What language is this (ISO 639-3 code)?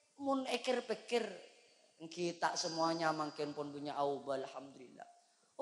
mad